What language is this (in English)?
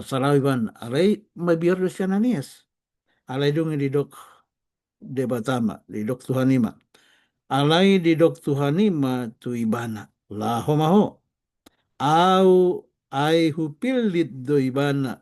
Batak Toba